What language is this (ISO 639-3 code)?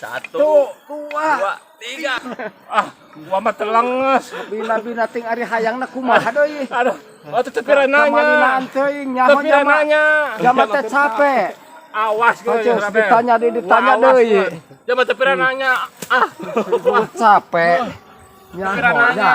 sun